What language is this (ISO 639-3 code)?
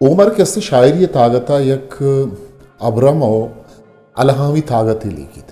bgp